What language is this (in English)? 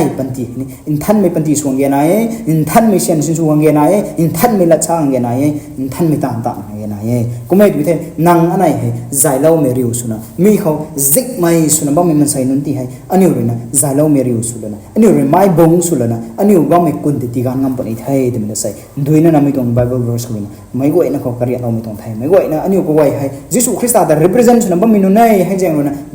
Rongmei Naga